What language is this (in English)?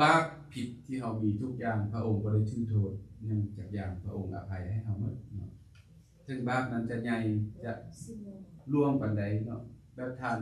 Lao